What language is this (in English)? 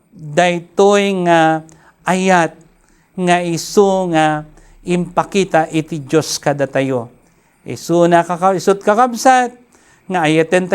Iloko